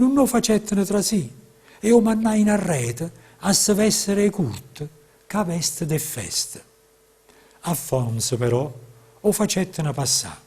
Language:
Neapolitan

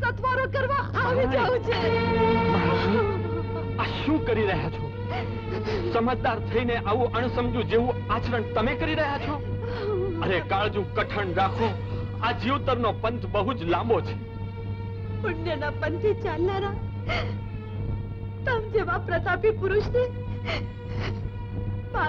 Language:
Gujarati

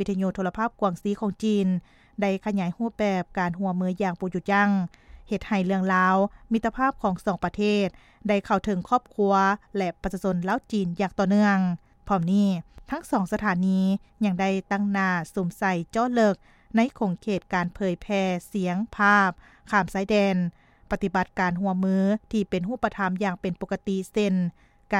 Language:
Lao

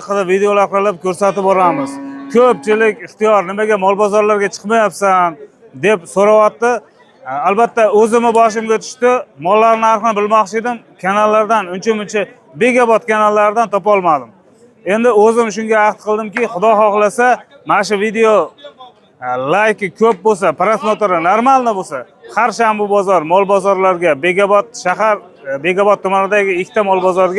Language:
Uzbek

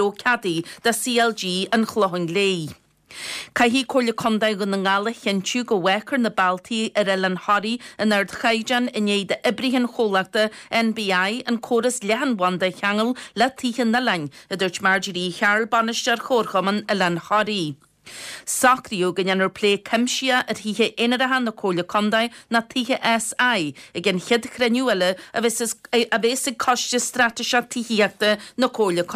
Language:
Irish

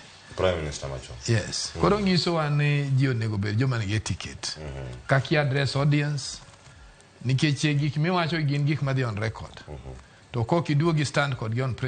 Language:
Luo (Kenya and Tanzania)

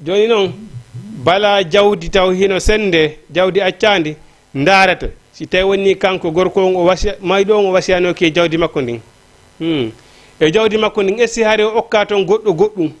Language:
Fula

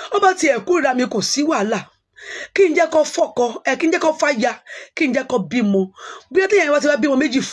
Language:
Yoruba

